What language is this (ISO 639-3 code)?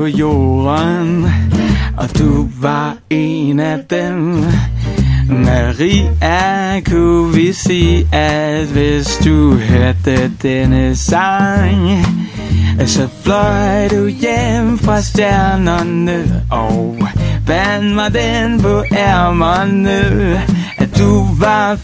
dan